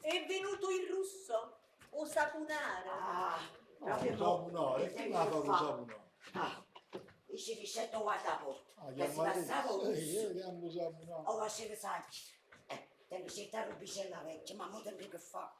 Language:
Neapolitan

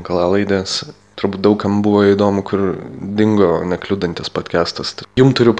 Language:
Lithuanian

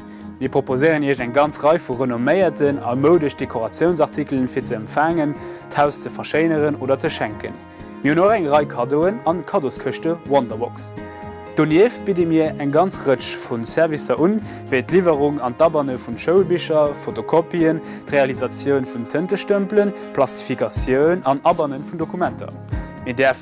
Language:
Luxembourgish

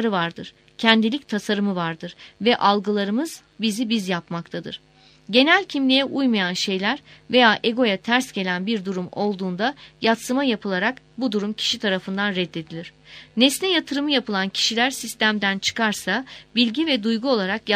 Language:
Turkish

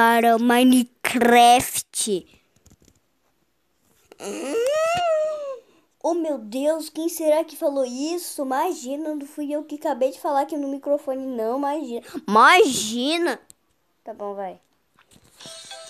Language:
Portuguese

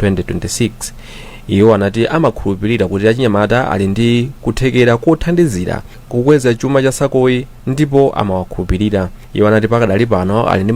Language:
Nyanja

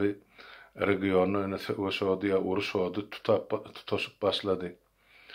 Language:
Turkmen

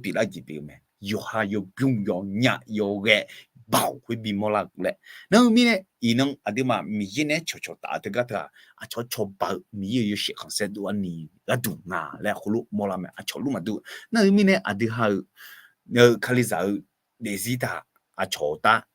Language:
Akha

